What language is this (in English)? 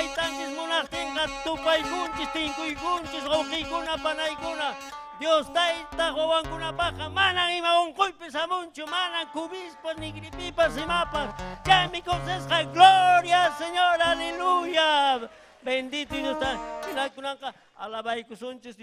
Ayacucho Quechua